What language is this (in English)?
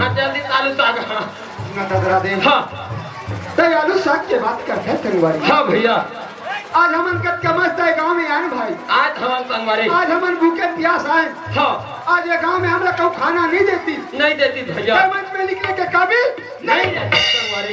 Chhattisgarhi